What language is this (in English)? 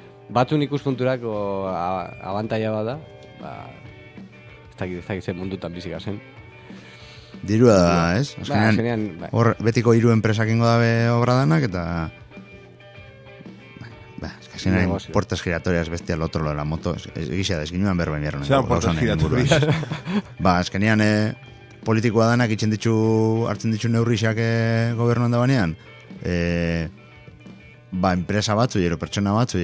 Basque